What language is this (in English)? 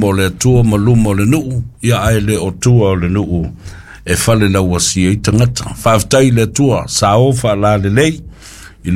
Samoan